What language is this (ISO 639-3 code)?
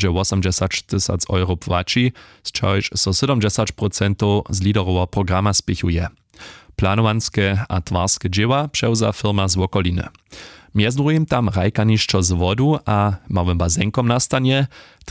hsb